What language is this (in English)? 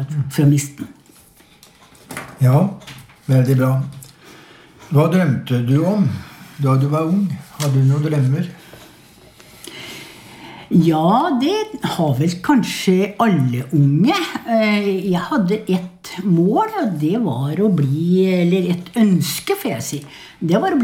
Norwegian